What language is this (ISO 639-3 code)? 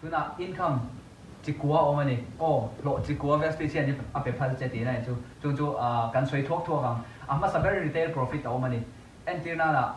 lus